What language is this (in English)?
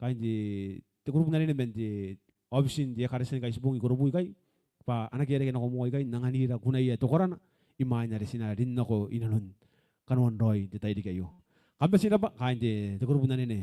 Gilbertese